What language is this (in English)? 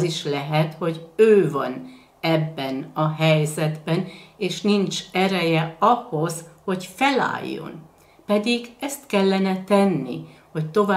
Hungarian